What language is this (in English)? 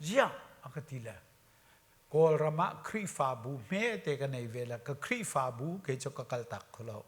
Hakha Chin